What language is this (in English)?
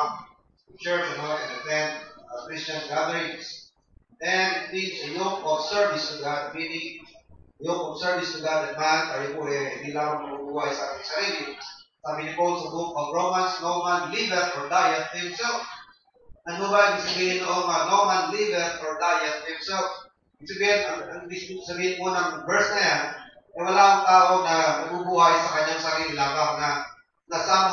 Filipino